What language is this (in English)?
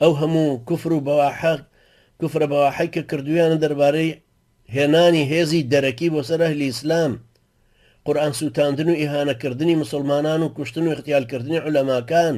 Central Kurdish